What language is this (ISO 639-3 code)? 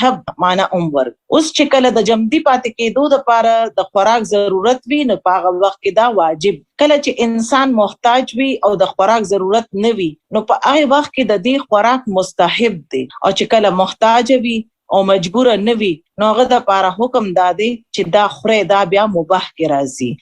pus